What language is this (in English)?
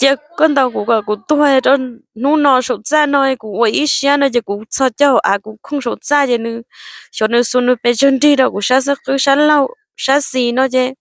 Hmong